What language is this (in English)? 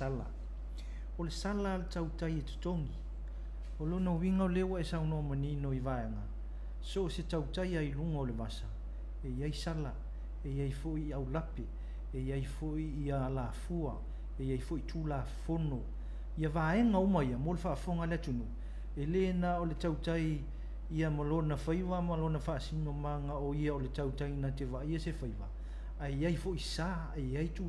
Samoan